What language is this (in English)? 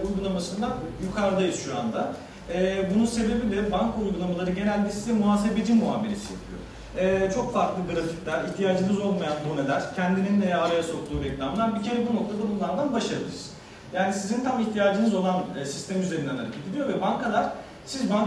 Turkish